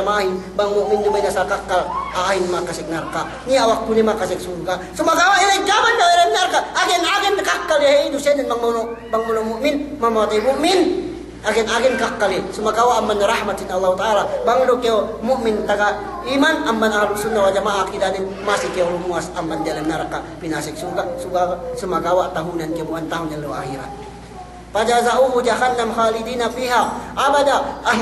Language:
Yakan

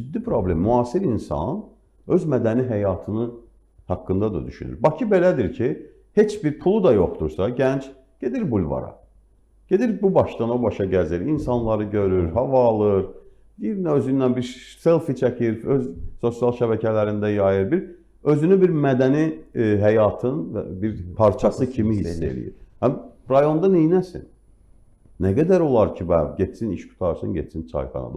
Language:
Azerbaijani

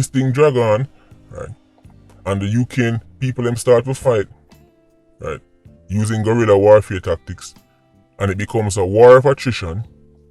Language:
Jamaican Creole English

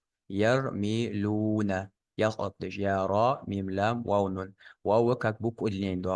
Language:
Ingush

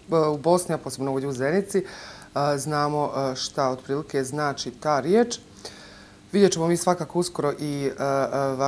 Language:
Bosnian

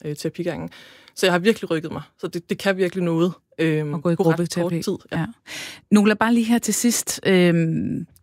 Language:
Danish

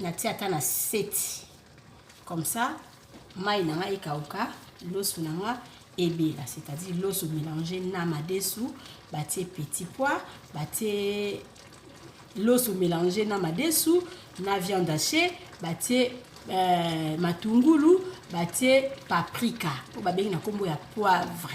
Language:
Lingala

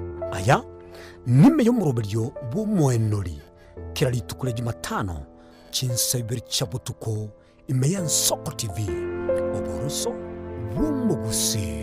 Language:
Gusii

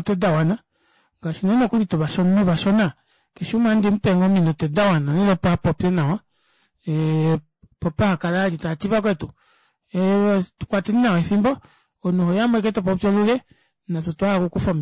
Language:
Kuanyama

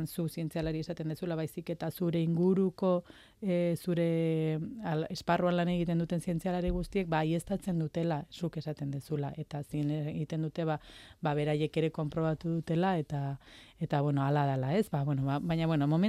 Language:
Basque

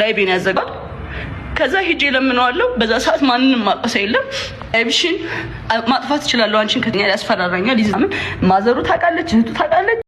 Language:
Amharic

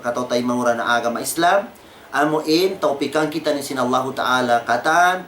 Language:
Tausug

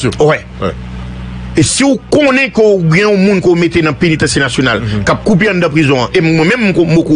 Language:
Haitian Creole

